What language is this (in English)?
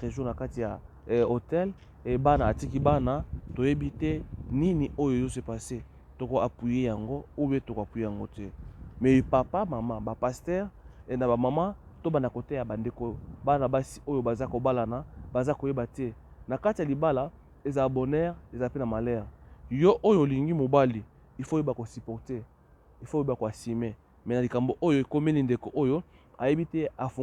Lingala